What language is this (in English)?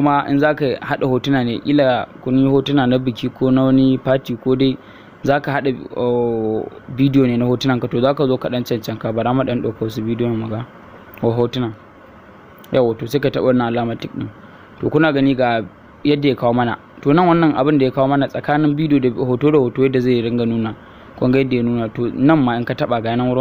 Hausa